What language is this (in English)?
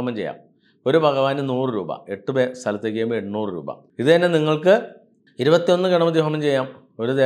Malayalam